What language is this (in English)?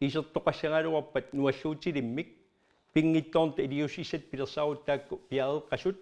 Kalaallisut